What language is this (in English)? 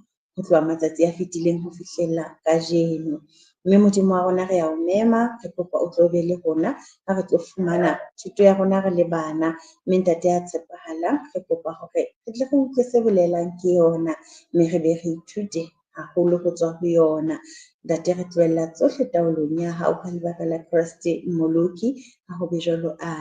Southern Sotho